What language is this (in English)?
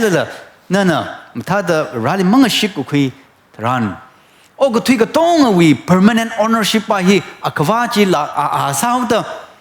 Tangkhul Naga (India)